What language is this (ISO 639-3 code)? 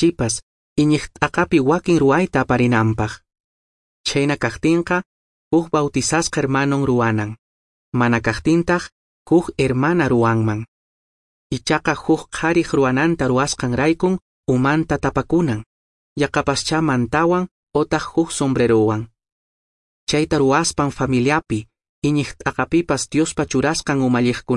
que